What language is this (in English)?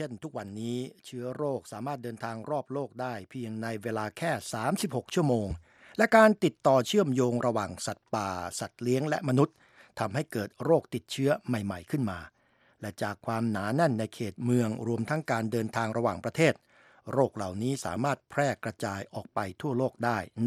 Thai